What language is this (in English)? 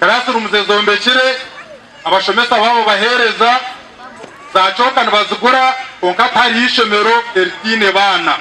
Nyankole